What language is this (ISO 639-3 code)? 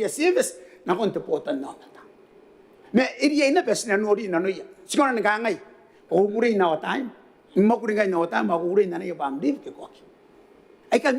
gil